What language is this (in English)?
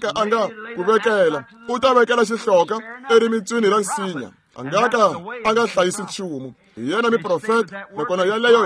Tsonga